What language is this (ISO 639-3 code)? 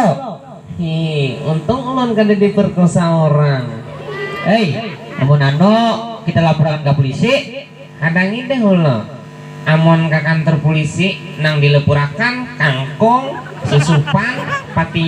bjn